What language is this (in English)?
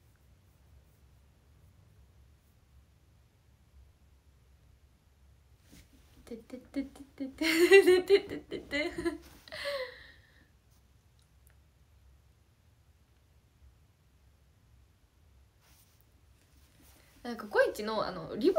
Japanese